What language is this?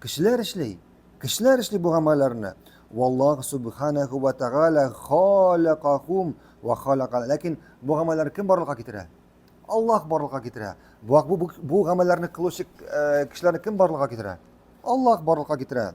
Tatar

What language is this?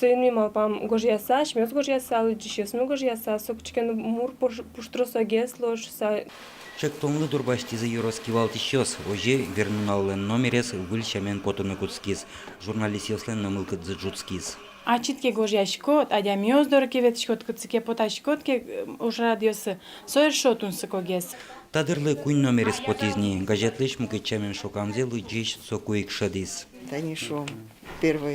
Udmurt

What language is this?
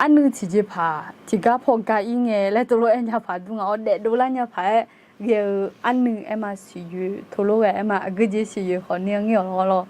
Akha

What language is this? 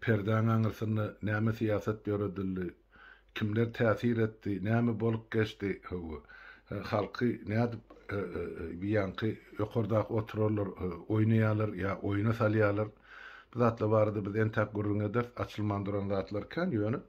Turkmen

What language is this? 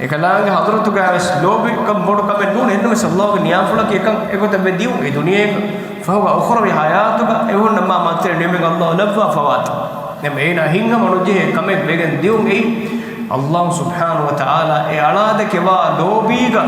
Divehi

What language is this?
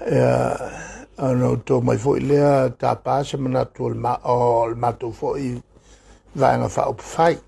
Samoan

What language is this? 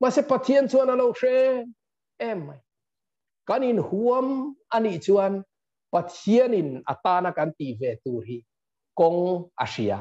Mizo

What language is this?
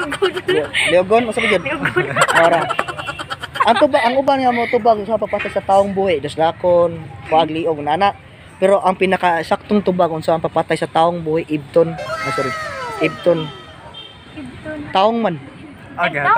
Cebuano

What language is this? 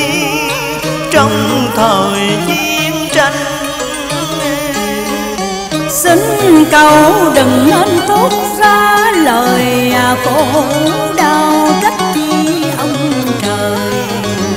Vietnamese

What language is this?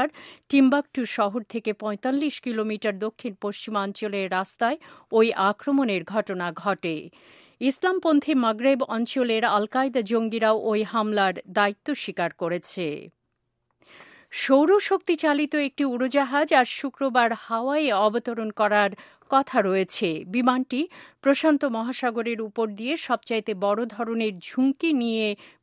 Bangla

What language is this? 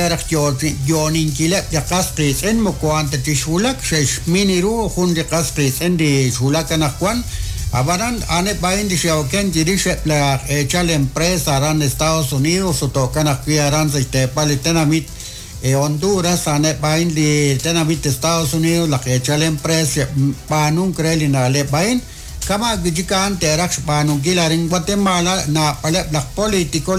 Kekchí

